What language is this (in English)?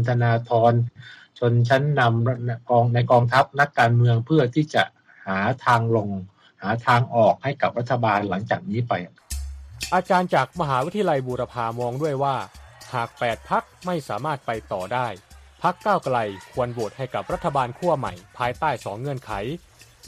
Thai